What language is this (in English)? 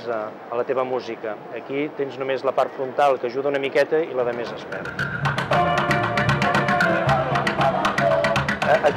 Catalan